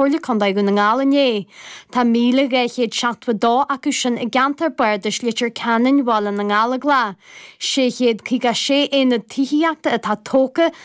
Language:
Irish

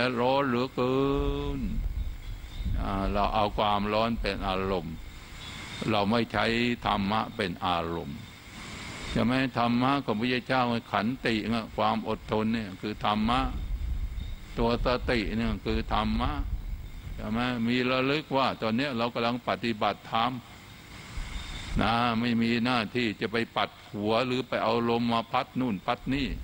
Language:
Thai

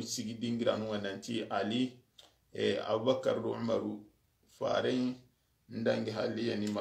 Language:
Soninke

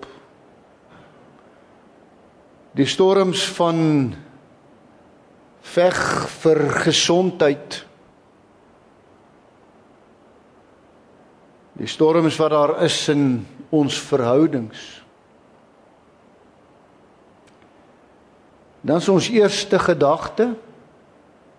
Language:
Afrikaans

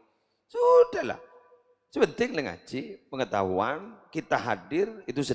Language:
Madurese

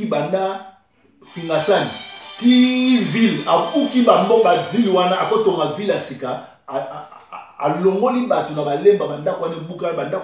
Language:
Lingala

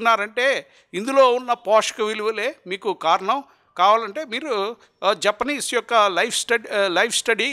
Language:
Telugu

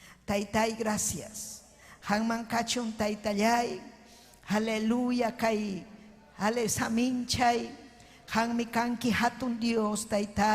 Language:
Ayacucho Quechua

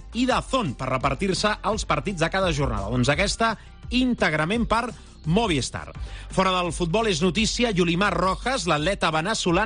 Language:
Catalan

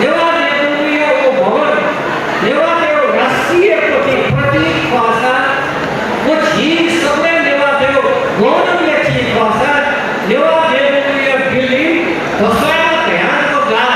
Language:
Newari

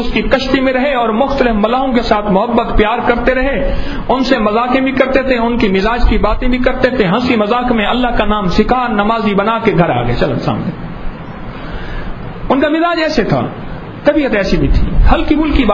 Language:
Urdu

